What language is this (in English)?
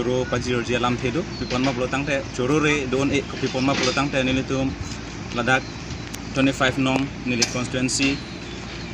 Karbi